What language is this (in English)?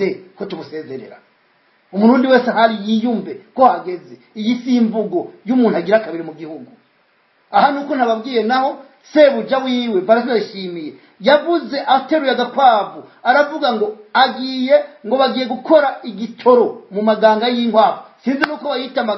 Rundi